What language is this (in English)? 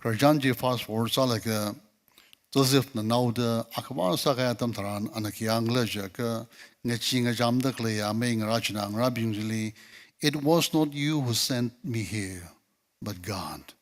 Tangkhul Naga (India)